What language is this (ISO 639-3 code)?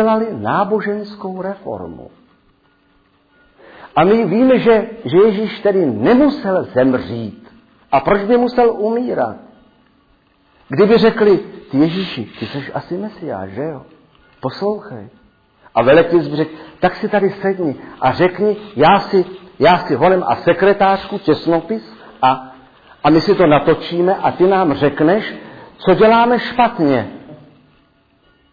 ces